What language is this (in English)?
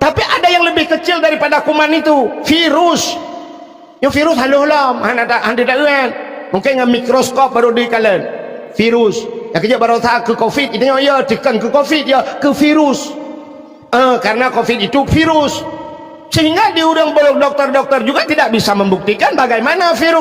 Achinese